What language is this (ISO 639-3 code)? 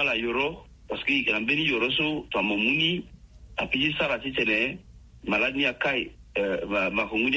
sag